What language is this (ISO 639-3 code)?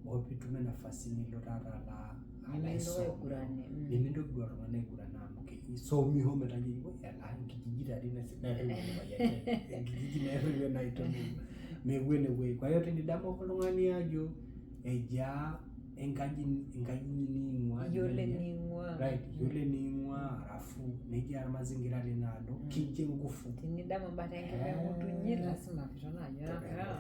mas